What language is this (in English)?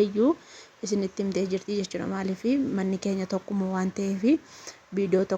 Oromo